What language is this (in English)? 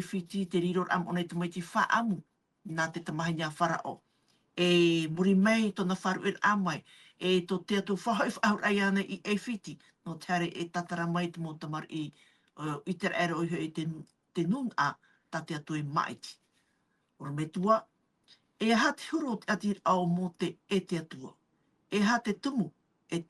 Tahitian